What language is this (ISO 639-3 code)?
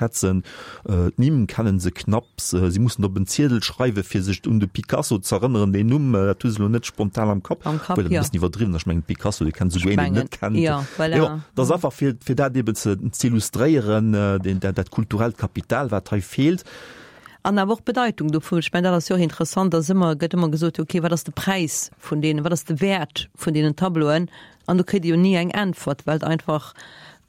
ltz